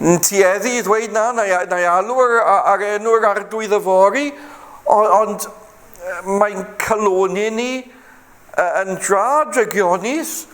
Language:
Welsh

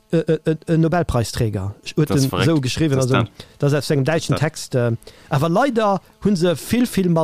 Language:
Luxembourgish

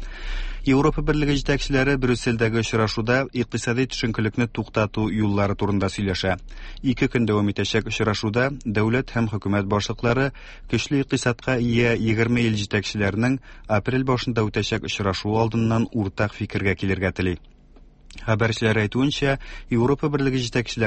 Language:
Tatar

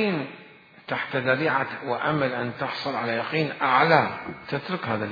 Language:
Mesopotamian Arabic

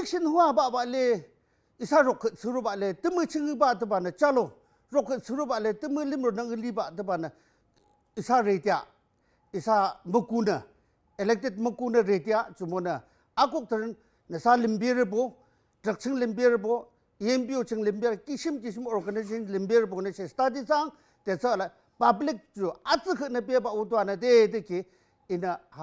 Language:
Yimchungru Naga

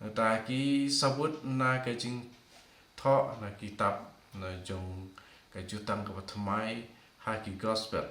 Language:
Khasi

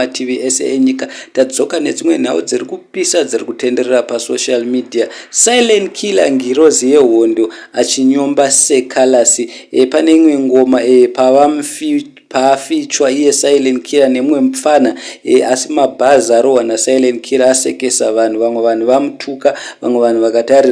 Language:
Shona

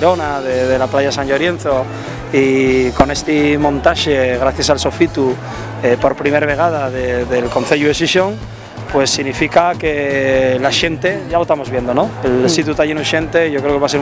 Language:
Asturian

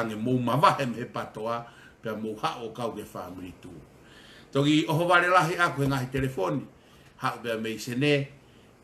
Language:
Tongan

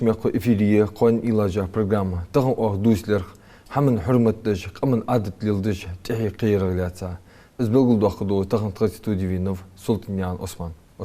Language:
Ingush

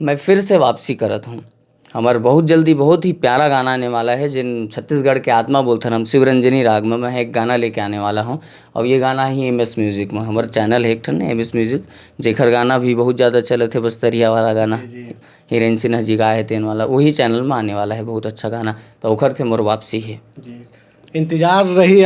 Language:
Chhattisgarhi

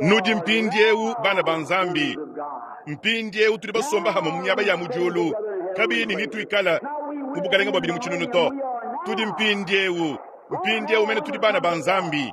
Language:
Luba-Lulua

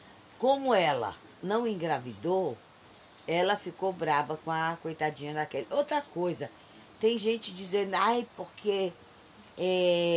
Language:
Portuguese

